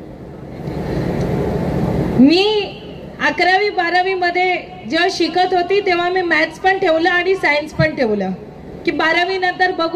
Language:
Marathi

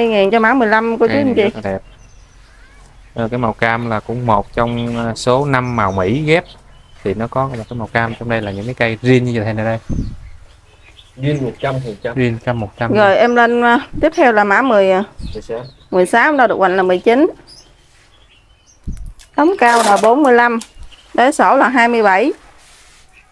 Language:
Vietnamese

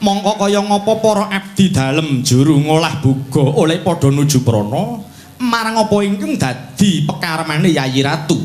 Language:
Javanese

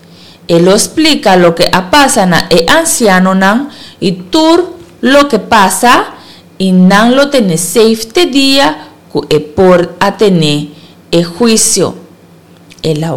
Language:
Papiamento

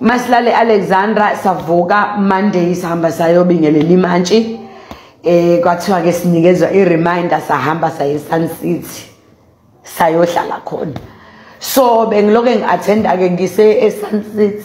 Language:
Zulu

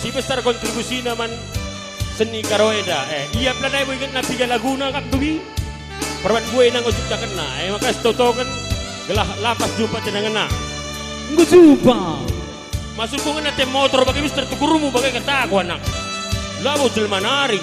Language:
Batak Karo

